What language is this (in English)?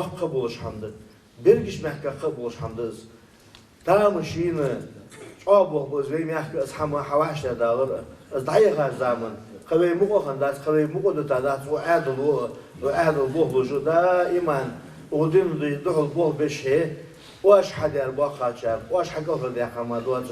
Ingush